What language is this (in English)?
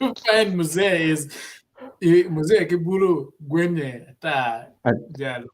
Acoli